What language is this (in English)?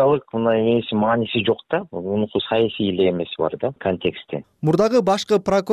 Kyrgyz